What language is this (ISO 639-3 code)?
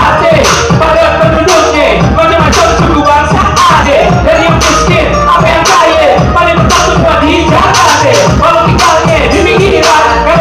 bew